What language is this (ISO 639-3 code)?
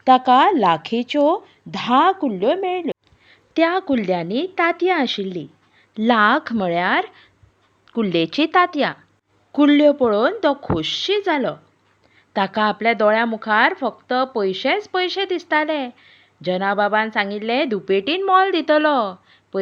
kok